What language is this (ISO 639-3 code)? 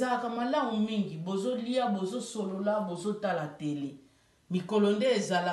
lin